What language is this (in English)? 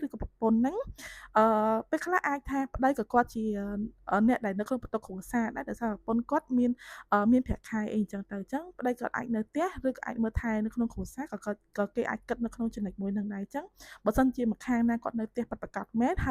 Khmer